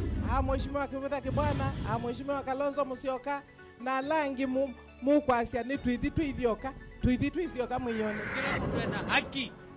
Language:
Kamba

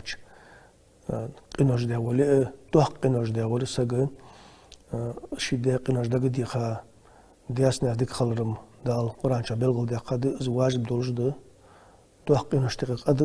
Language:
Ingush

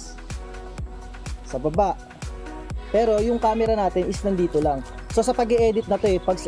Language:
Filipino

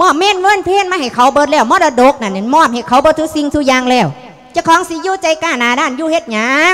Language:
Lao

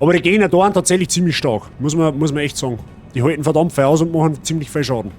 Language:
Bavarian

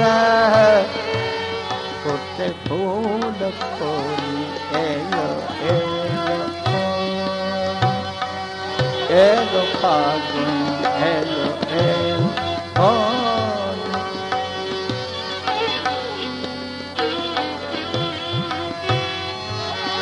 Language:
Bangla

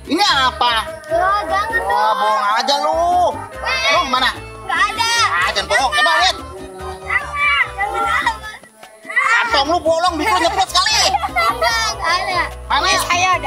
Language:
Betawi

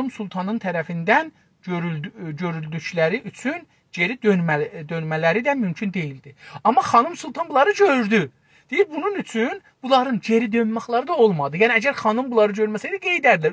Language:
South Azerbaijani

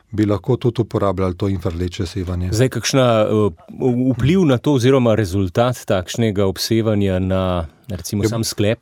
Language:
Slovenian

